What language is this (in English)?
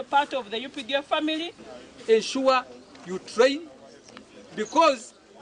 Nyankole